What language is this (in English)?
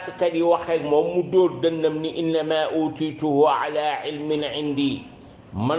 Wolof